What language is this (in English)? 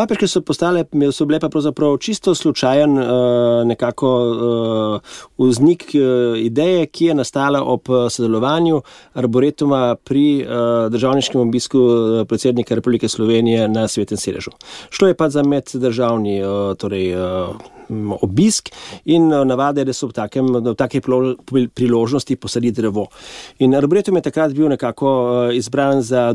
Slovenian